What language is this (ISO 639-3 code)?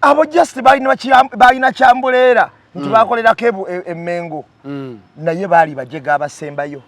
lug